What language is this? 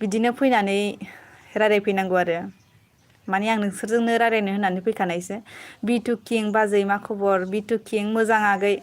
Bodo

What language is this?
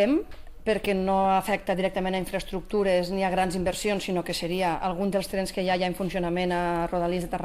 Catalan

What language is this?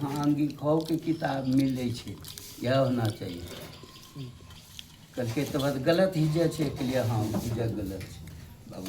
Angika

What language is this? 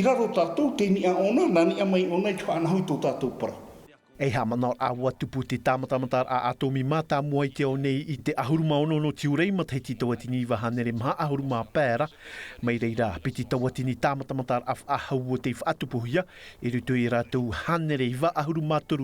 Tahitian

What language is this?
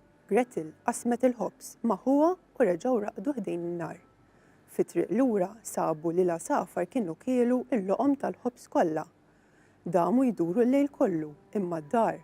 Maltese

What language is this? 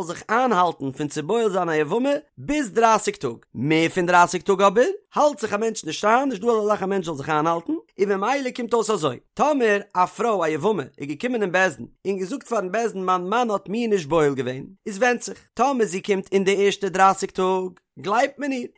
Yiddish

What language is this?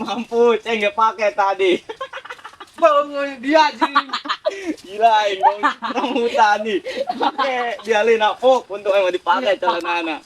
Sundanese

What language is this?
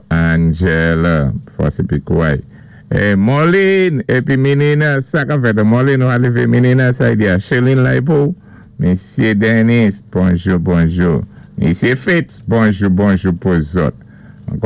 Saint Lucian Creole French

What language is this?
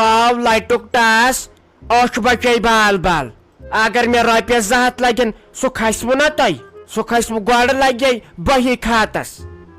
Kashmiri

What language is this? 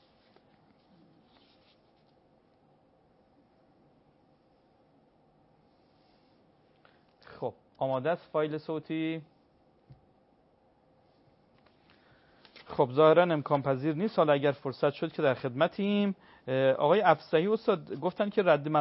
Persian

